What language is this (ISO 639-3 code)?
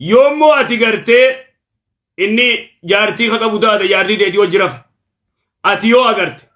orm